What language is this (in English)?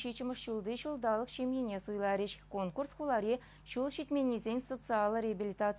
Chuvash